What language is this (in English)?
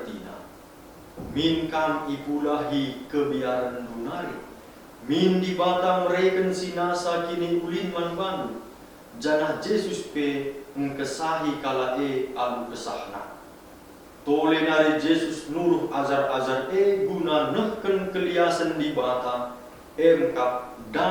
Batak Karo